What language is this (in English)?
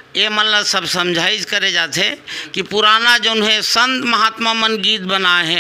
Chhattisgarhi